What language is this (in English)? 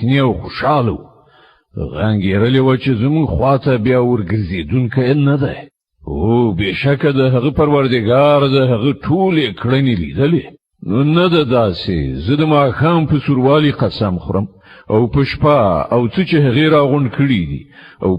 Pashto